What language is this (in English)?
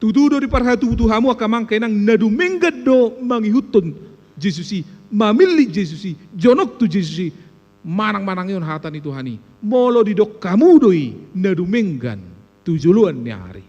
Batak Toba